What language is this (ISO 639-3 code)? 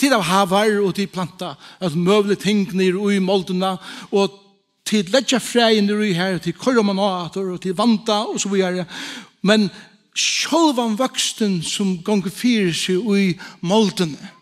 fao